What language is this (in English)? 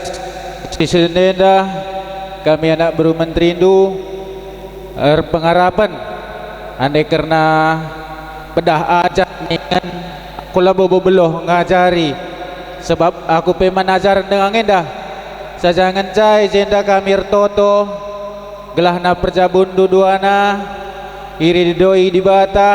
Batak Karo